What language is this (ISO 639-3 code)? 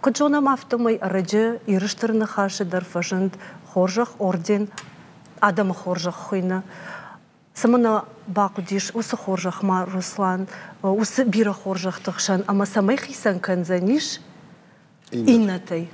oss